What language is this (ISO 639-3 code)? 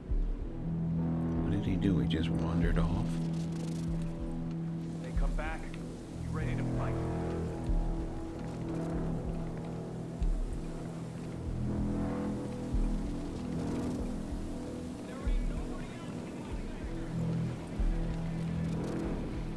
eng